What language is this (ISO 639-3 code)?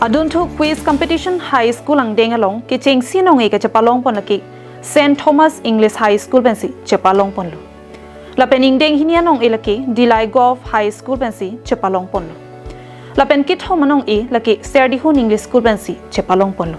mjw